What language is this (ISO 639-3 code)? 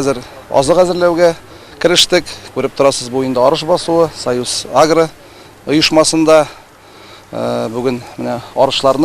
tat